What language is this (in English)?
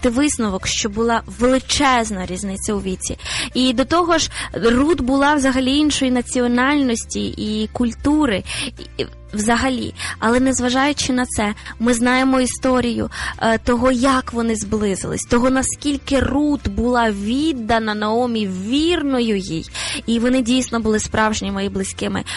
Ukrainian